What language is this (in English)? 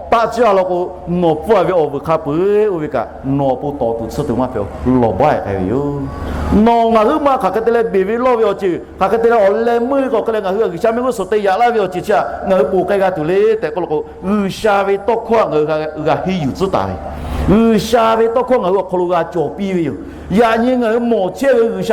Lahu